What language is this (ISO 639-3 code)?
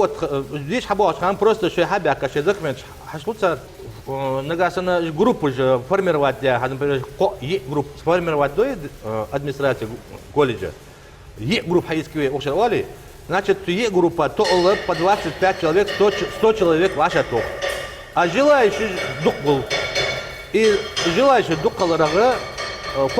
inh